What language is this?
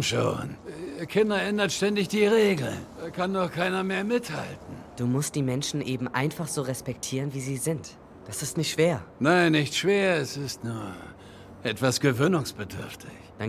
Swiss German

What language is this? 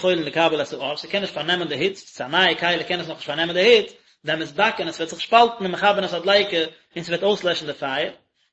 Yiddish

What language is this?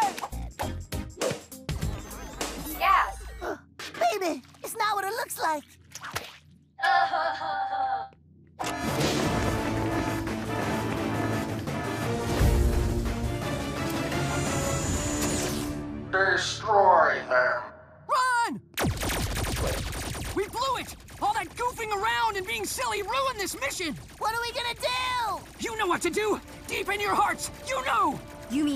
English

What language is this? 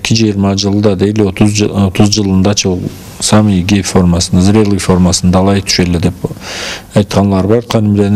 Karachay-Balkar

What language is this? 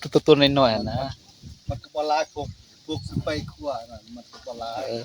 Northeastern Thai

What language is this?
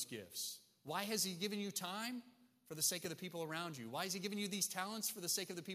English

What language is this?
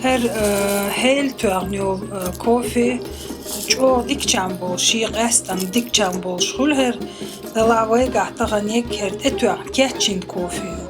Chechen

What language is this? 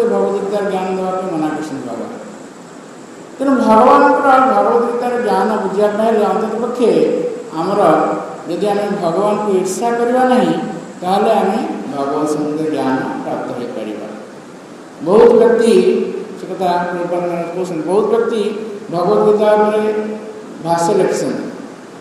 Odia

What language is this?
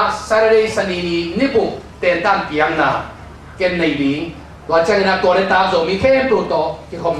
Tedim Chin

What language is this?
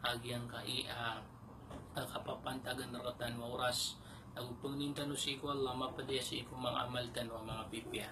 Maranao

